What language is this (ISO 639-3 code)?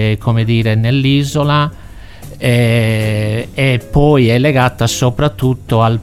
ita